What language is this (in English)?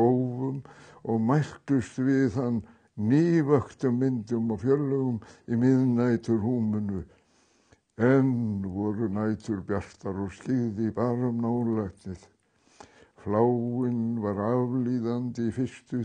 Icelandic